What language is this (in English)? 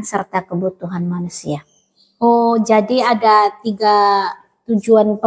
Indonesian